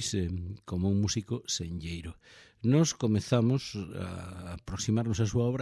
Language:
Galician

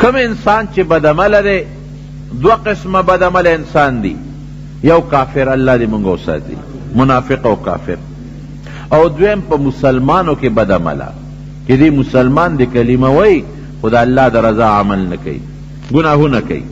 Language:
Pashto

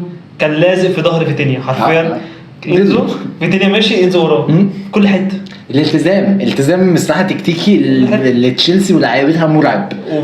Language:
Egyptian Arabic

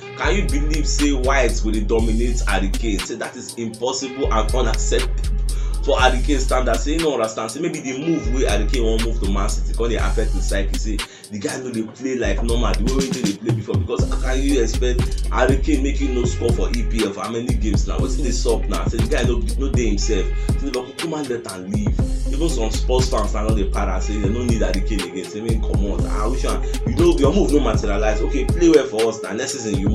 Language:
Nigerian Pidgin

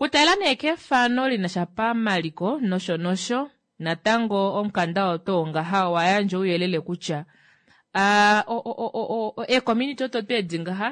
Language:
Kuanyama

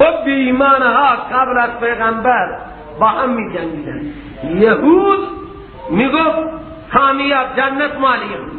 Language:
Persian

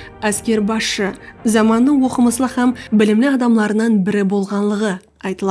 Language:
Kara-Kalpak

